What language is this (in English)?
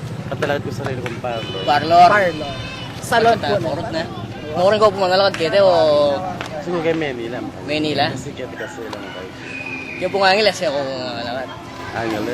Pampanga